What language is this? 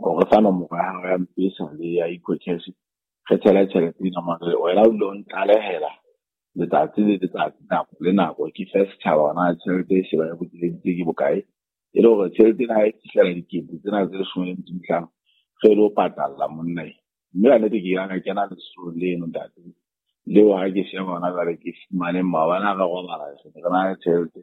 Southern Sotho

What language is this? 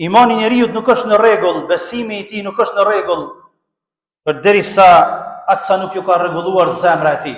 Albanian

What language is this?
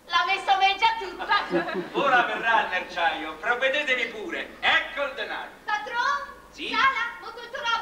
Italian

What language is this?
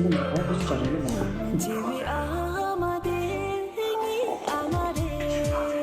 Tibetan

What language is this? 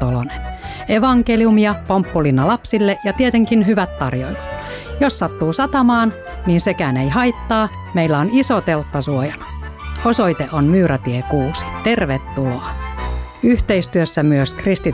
Finnish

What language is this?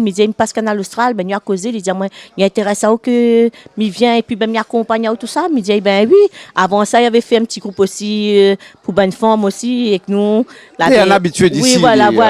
Réunion Creole French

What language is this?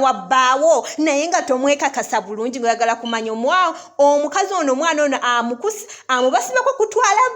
Ganda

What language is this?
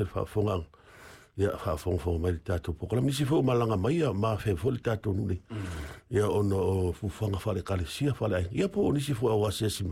Samoan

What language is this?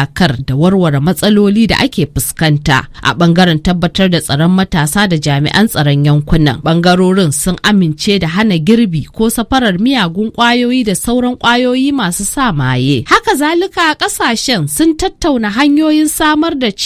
Hausa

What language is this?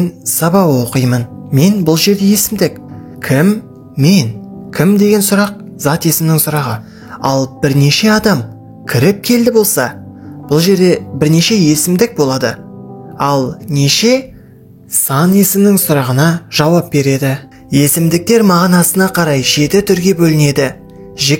Kazakh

